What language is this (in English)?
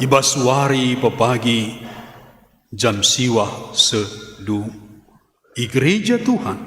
Batak Karo